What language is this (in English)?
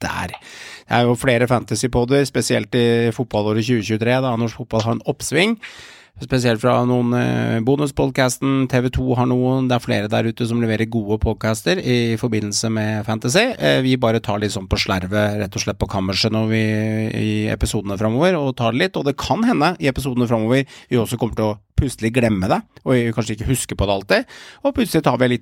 Norwegian